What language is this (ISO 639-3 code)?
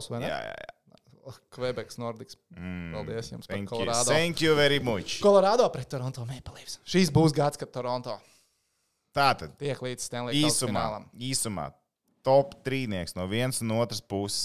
lav